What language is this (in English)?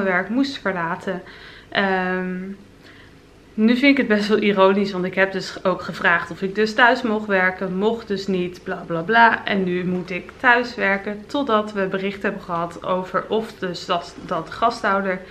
Dutch